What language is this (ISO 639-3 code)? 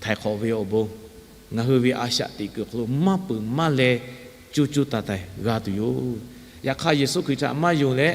lhu